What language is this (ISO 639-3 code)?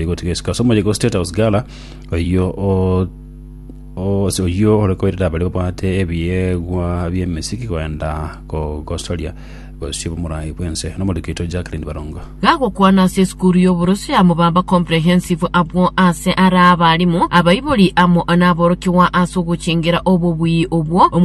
guz